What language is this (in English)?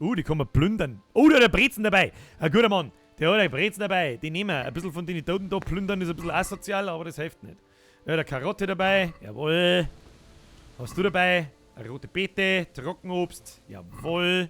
Bavarian